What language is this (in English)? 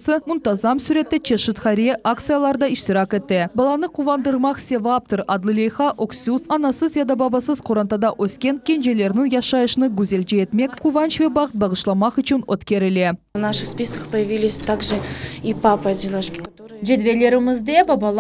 Crimean Tatar